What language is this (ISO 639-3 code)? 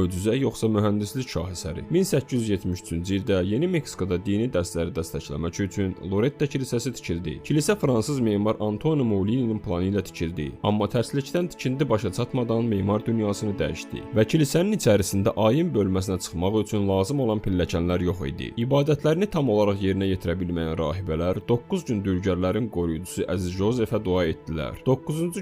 aze